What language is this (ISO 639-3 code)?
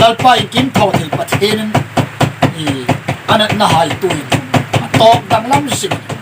hmr